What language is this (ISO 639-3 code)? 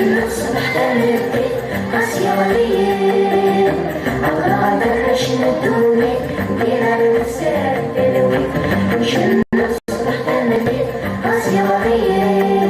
kab